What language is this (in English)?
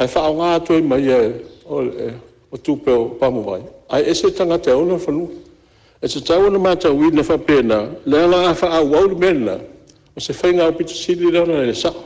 Samoan